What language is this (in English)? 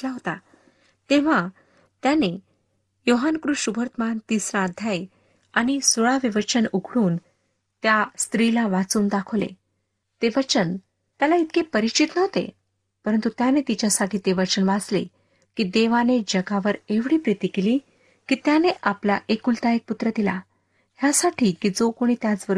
Marathi